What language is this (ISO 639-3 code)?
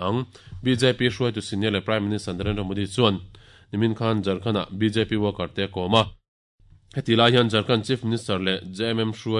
lus